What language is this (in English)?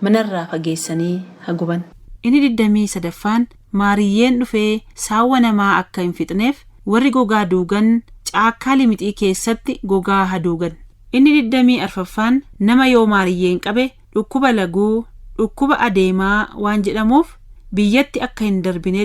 Oromo